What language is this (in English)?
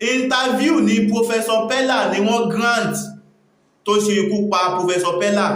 Yoruba